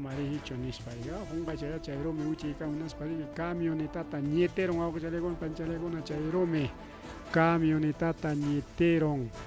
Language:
Ayacucho Quechua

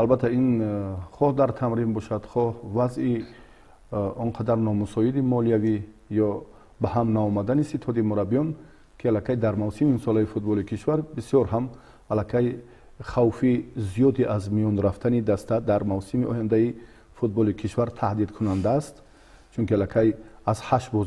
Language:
Tajik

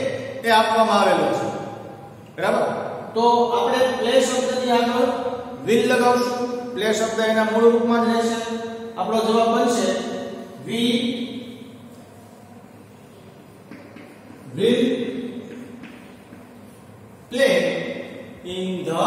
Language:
Gujarati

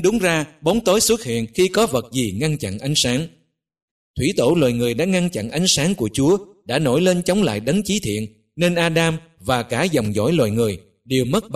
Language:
Vietnamese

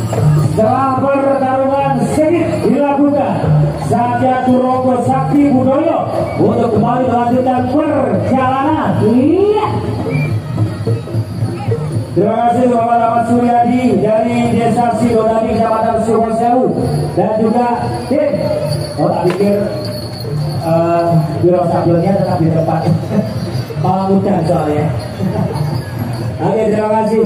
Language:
Indonesian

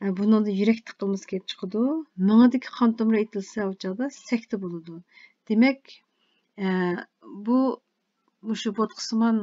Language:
Uyghur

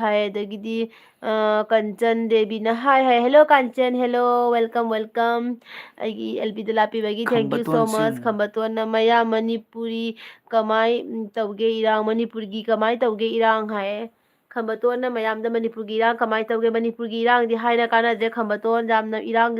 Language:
Manipuri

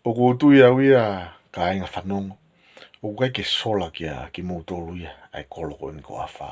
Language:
Tongan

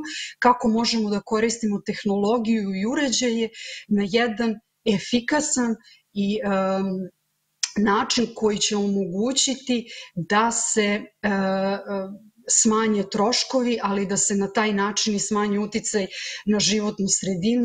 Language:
Serbian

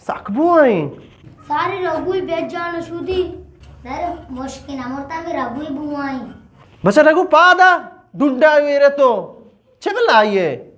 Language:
Eastern Balochi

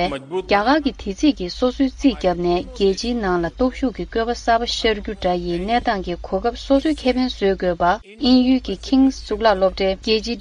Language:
Tibetan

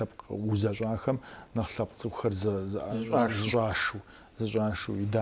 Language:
Kabardian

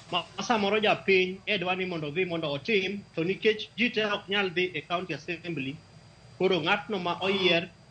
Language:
Luo (Kenya and Tanzania)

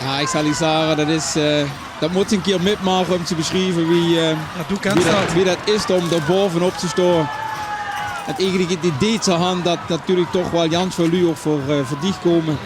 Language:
Limburgish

